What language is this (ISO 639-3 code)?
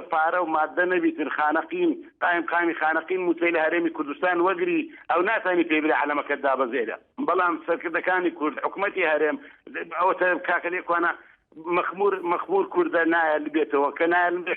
ckb